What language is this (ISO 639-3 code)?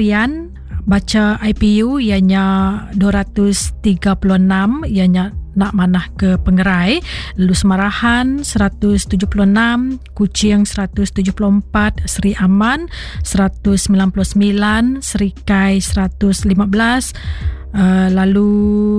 iba